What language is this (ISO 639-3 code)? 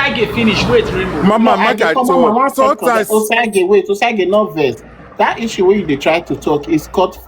pcm